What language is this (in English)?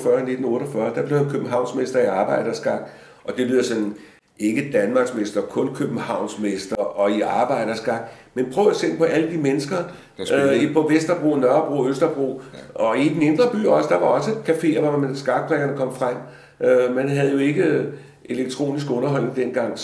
Danish